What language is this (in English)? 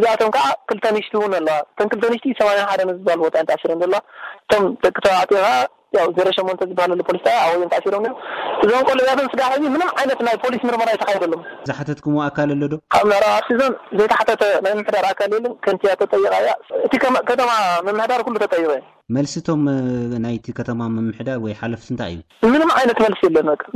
Tigrinya